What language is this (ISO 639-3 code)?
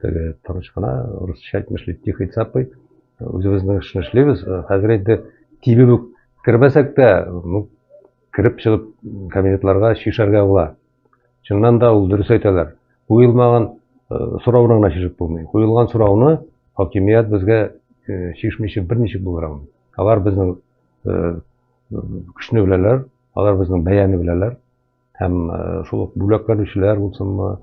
tat